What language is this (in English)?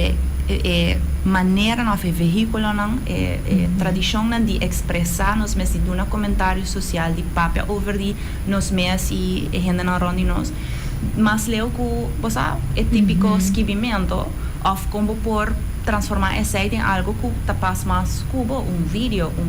Papiamento